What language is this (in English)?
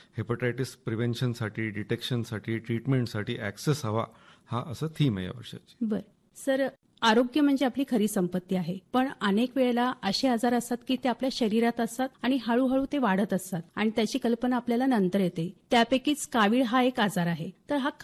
Marathi